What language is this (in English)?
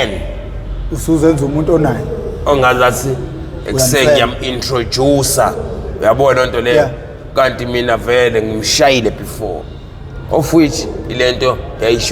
Zulu